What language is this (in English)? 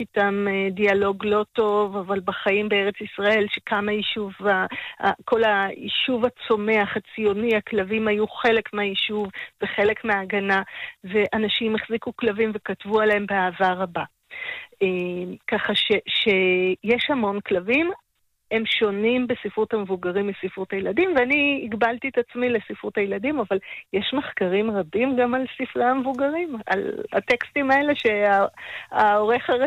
Hebrew